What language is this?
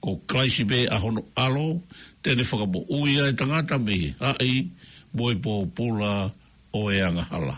Tongan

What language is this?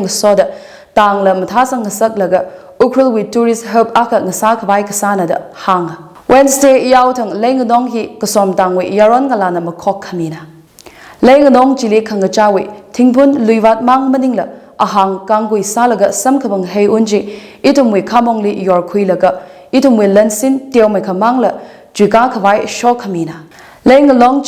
Tangkhul Naga (India)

